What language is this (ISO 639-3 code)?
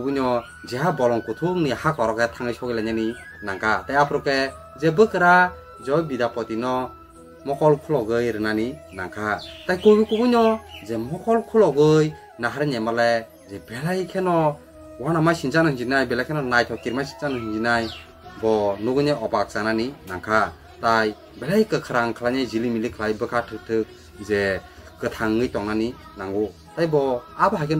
trp